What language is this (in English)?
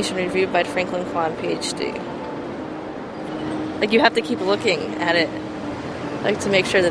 English